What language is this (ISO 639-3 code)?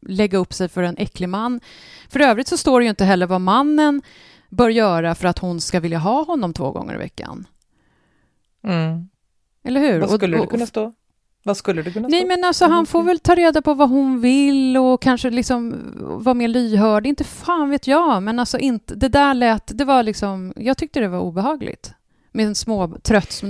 swe